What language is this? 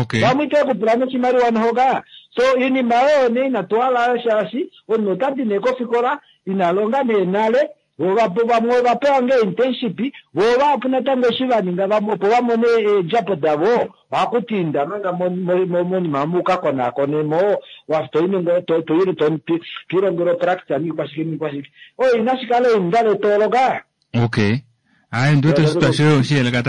Kuanyama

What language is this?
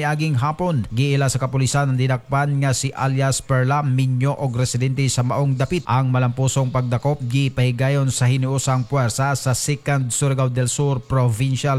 Cebuano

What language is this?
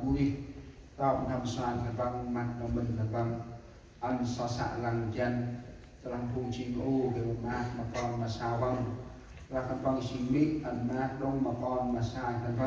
Central Mnong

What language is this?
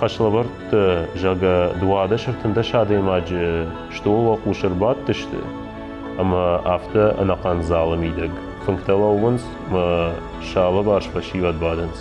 Ossetic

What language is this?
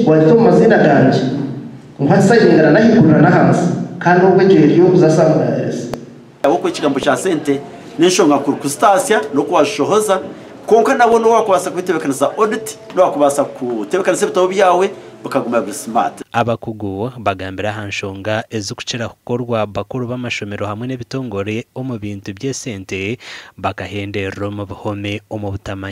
Nyankole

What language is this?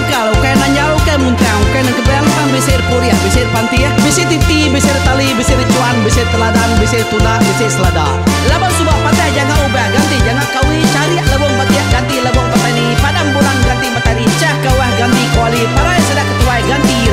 Iban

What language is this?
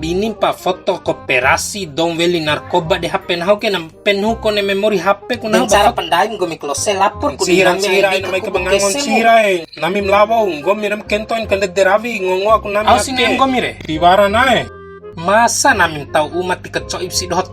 Bima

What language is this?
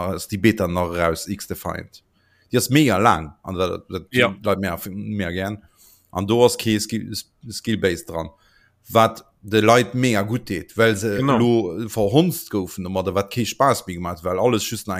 Luxembourgish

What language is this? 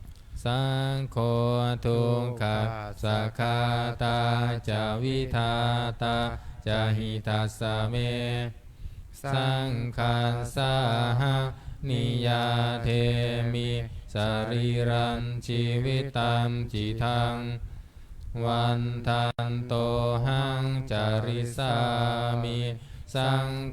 Pali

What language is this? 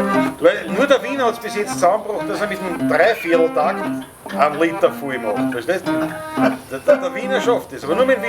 Bavarian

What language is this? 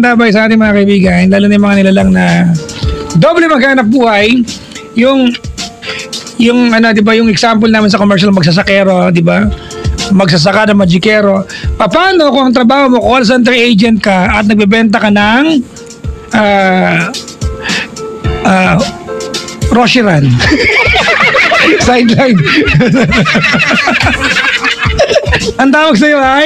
Filipino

